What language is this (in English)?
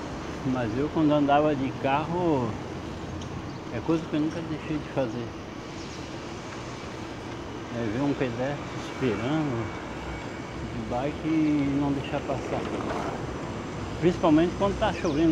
Portuguese